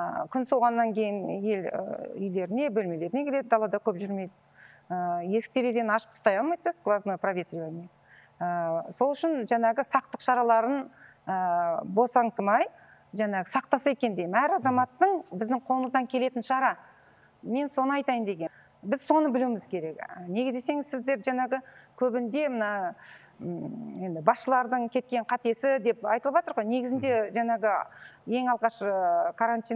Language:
Kazakh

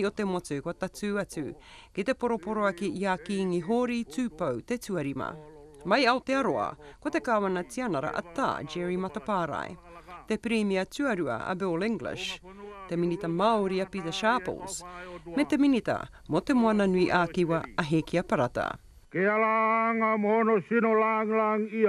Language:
Māori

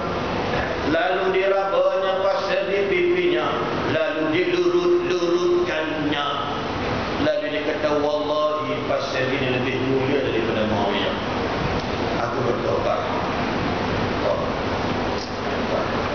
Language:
Malay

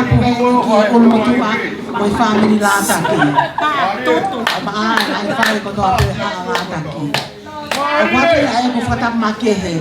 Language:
Tongan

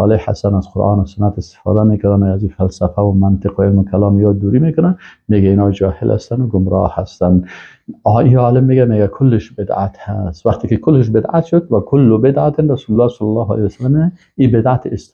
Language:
Persian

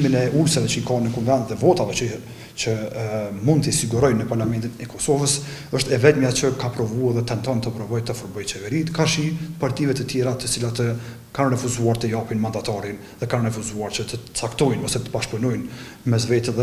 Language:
Albanian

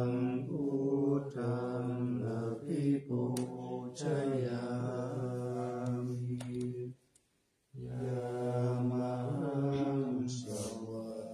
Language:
Pali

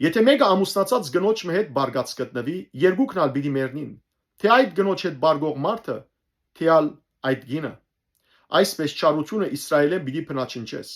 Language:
Western Armenian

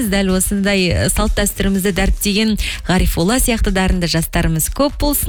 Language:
Kazakh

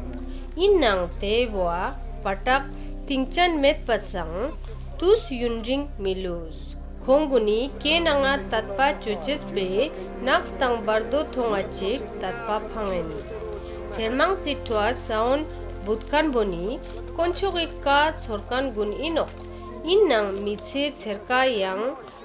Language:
Ladakhi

